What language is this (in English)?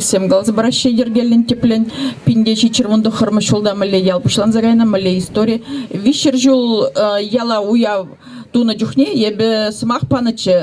Chuvash